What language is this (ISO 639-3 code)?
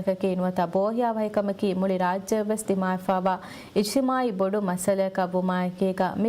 div